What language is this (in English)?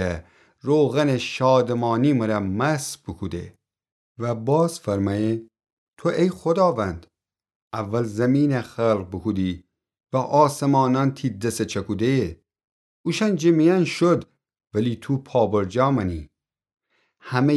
Gilaki